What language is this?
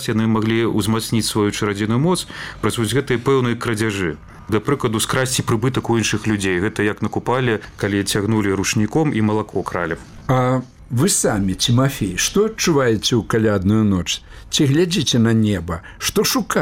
Belarusian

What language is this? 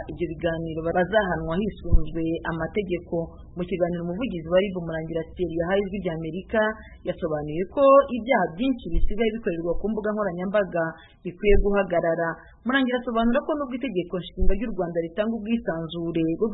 Kinyarwanda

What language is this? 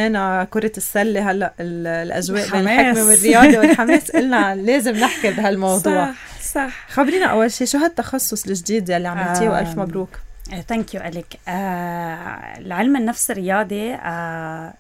North Levantine Arabic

